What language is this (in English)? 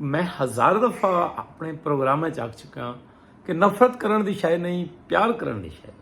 Saraiki